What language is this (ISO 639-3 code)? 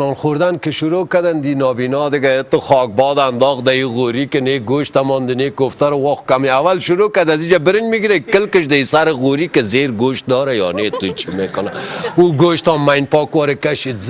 tgk